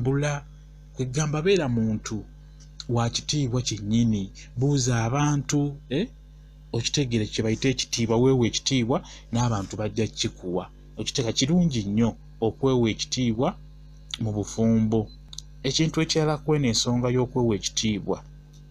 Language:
Ganda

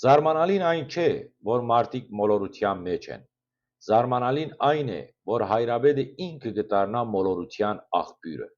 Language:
Western Armenian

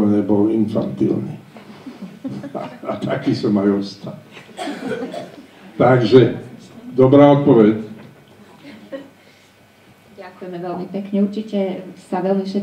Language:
Slovak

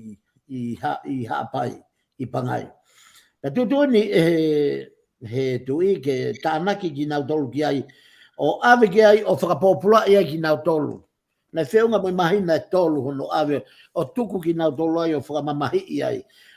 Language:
Tongan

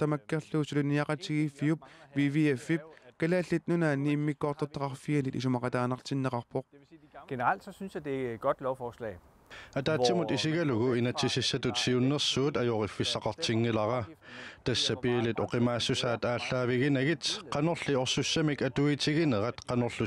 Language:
Kalaallisut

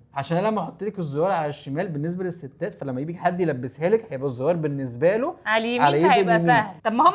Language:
Egyptian Arabic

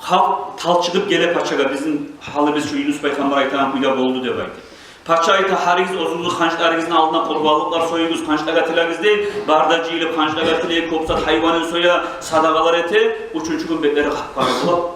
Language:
Kumyk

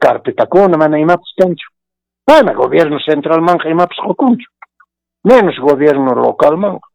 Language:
Quechua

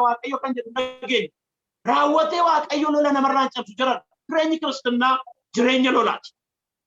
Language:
Oromo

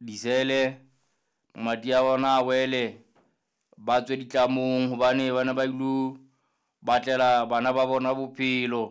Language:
Southern Sotho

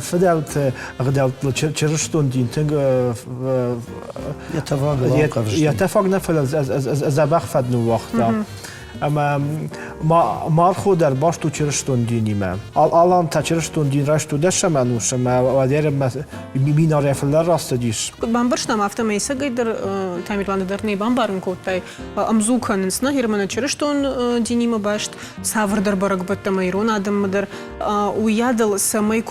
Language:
Ossetic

